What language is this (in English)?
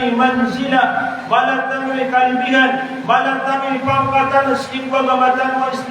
Maranao